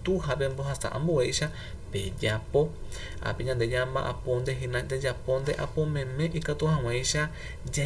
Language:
Guarani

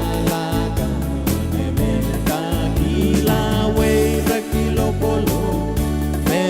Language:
Pohnpeian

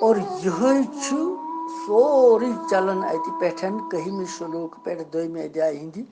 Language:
Kashmiri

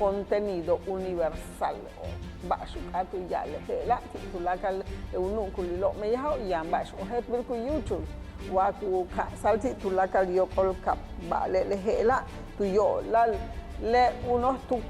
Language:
Yucateco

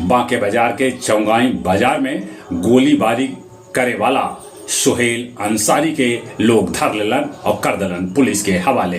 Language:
Magahi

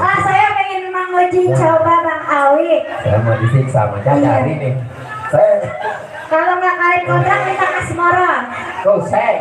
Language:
Betawi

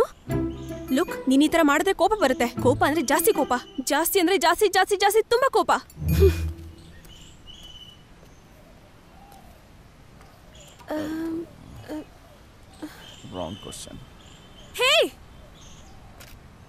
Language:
Kannada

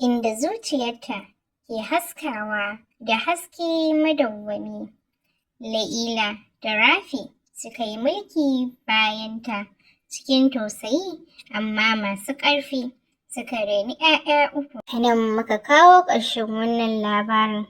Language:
Hausa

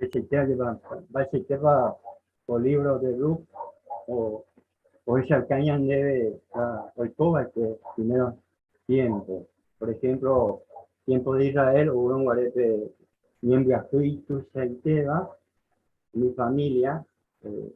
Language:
Guarani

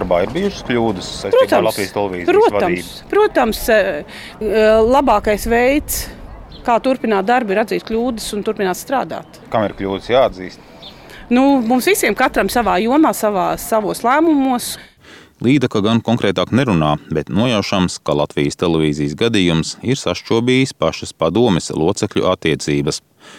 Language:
Latvian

